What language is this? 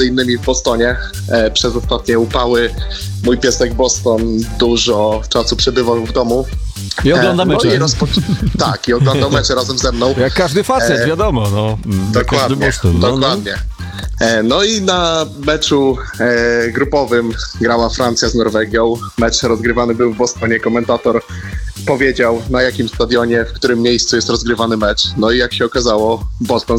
Polish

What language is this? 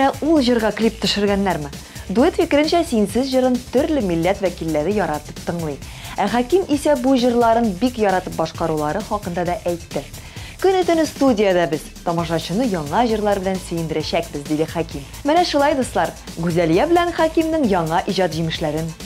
Tatar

